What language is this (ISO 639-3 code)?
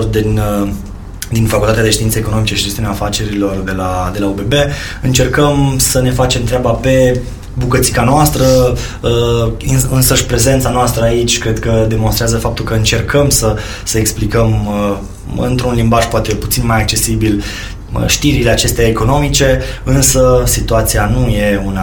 ron